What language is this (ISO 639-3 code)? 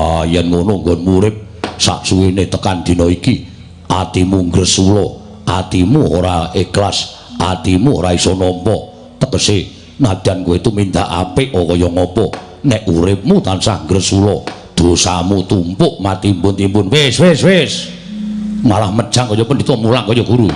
jav